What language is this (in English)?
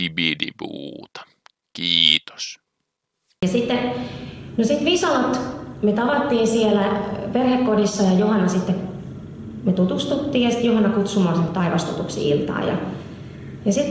Finnish